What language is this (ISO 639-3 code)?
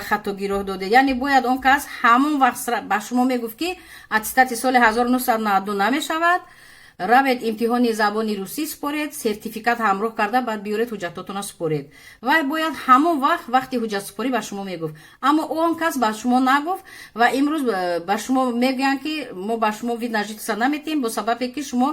tgk